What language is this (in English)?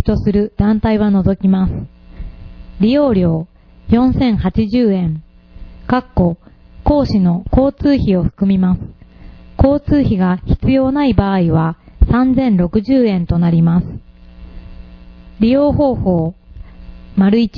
Japanese